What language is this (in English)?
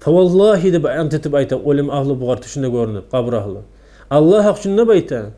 Kumyk